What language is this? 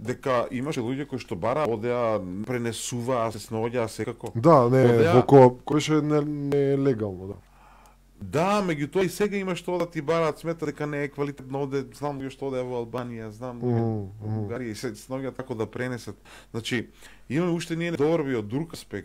Macedonian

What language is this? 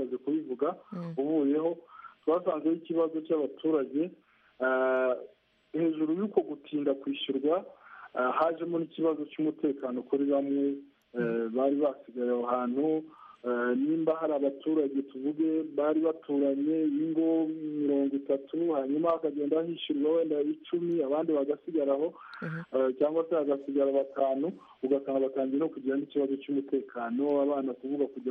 Kinyarwanda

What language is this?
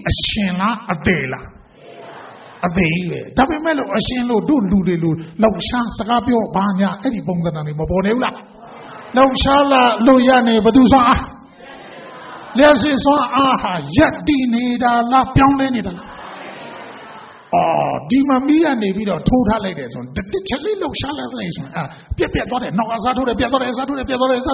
Burmese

